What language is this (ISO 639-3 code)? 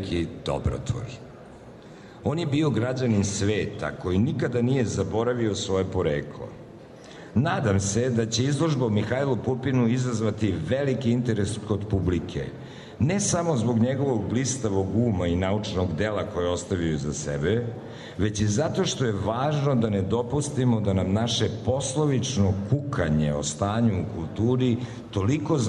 srp